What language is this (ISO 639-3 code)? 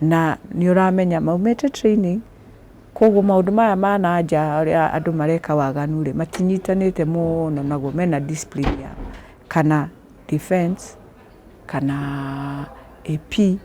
kik